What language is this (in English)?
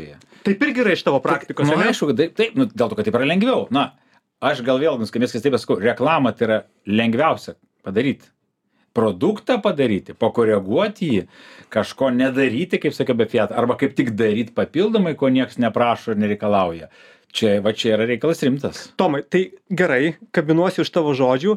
Lithuanian